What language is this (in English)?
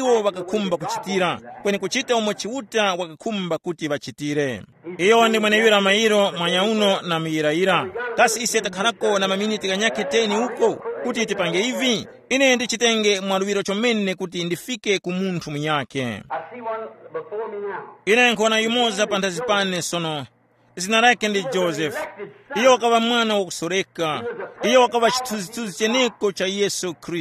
Tumbuka